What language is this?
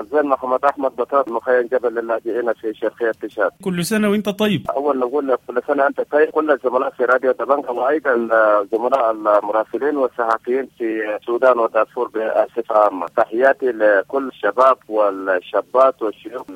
Sudanese Arabic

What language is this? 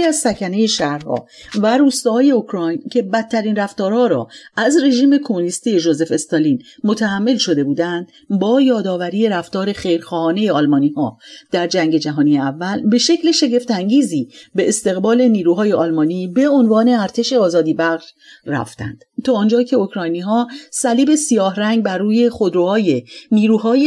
Persian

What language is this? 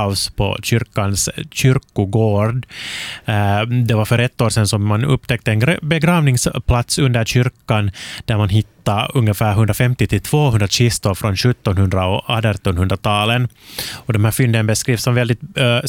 Swedish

